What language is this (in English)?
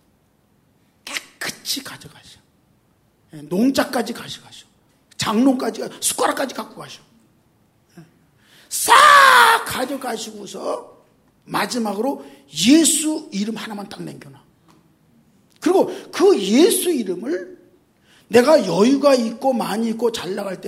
Korean